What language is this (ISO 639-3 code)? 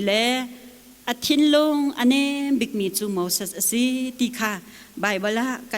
cnh